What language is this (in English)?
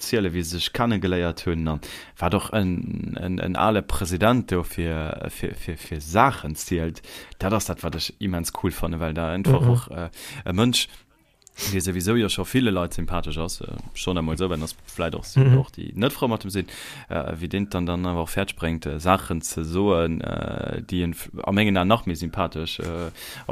Luxembourgish